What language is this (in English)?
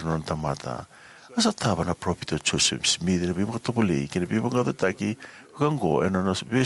Fijian